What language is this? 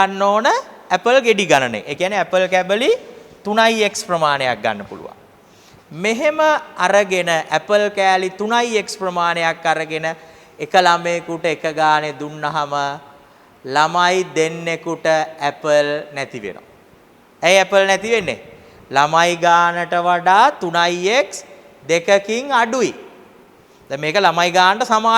Sinhala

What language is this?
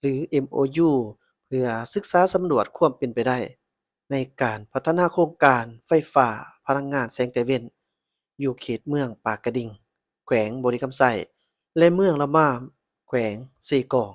Lao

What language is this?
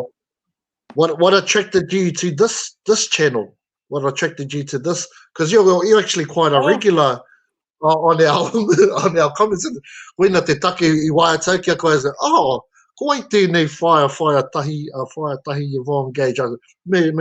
Māori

